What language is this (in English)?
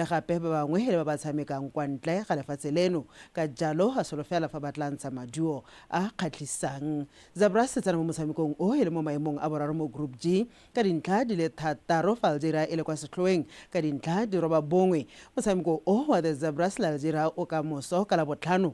Tswana